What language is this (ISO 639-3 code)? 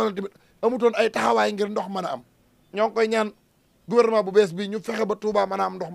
wol